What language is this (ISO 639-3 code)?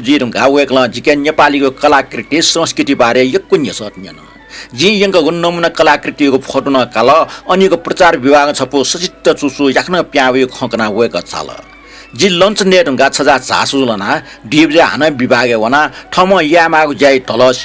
new